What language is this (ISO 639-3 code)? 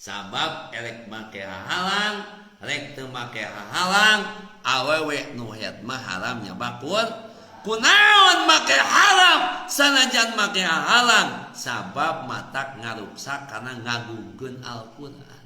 sun